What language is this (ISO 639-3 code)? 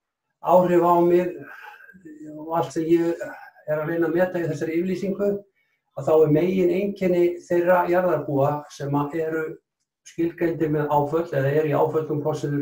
isl